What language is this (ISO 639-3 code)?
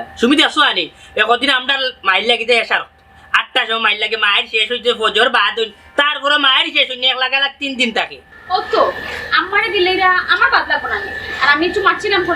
syl